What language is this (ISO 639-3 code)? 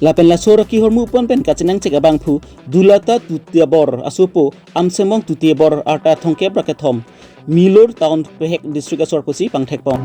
mjw